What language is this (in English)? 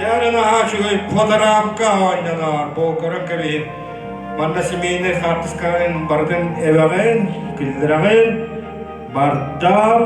Yakut